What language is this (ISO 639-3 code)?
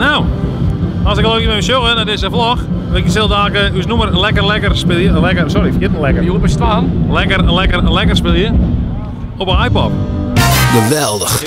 fry